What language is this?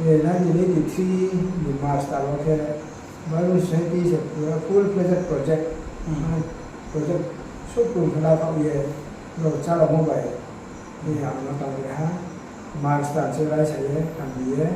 Riang (India)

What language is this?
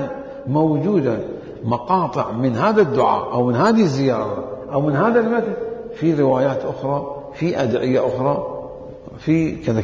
Mesopotamian Arabic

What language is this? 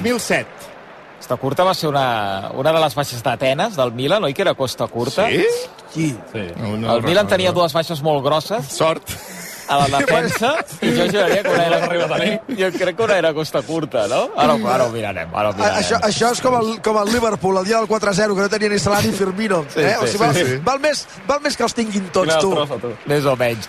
Catalan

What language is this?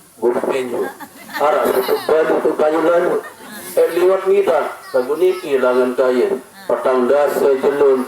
Sasak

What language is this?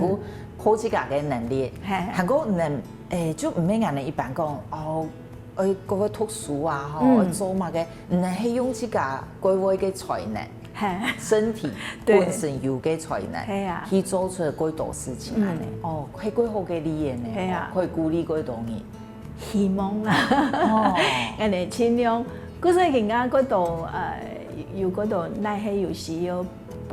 Hakka Chinese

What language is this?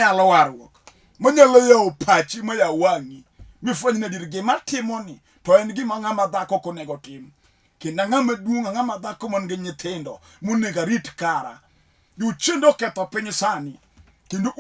Luo (Kenya and Tanzania)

